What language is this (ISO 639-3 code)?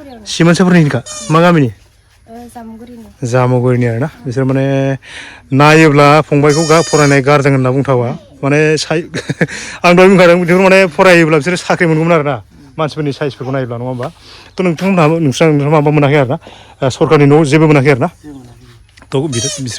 brx